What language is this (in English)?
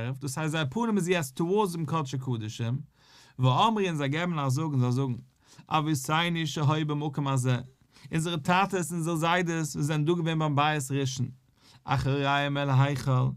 Yiddish